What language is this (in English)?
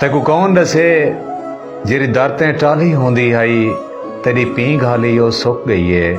Saraiki